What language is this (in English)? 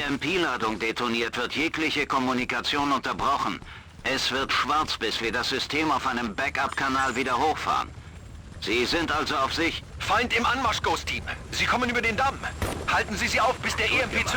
Bavarian